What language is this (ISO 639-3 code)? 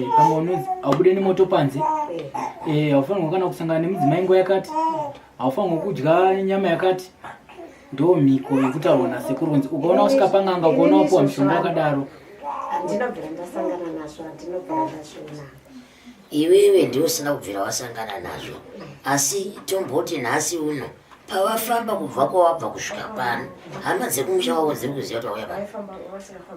sna